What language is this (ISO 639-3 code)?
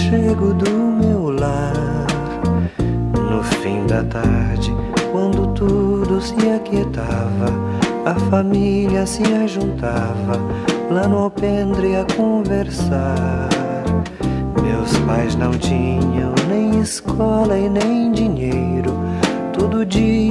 por